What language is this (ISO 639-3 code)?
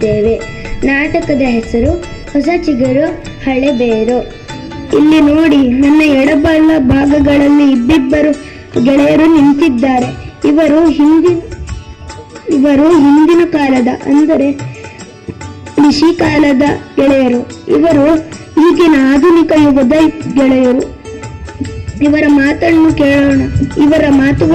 kan